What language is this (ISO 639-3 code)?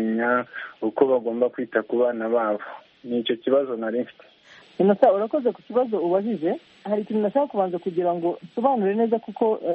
kin